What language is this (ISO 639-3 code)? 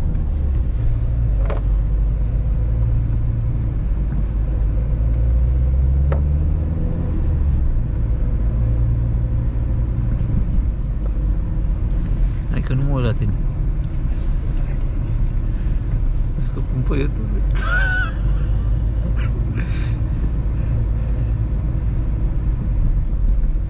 ron